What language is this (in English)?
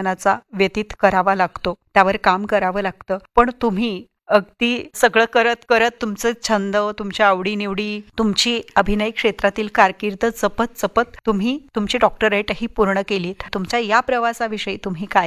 Marathi